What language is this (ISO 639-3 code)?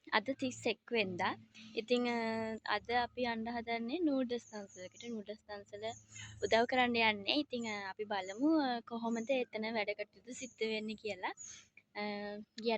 sin